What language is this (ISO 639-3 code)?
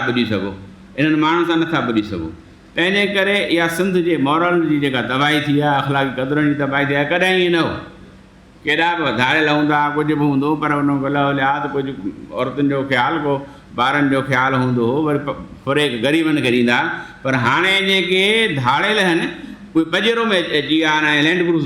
snd